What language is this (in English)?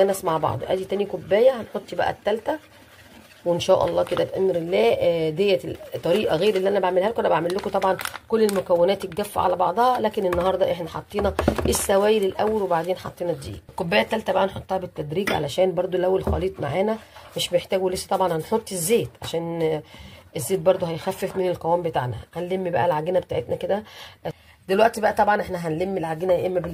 Egyptian Arabic